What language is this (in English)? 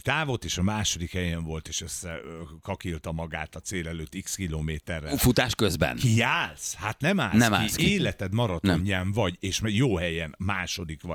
Hungarian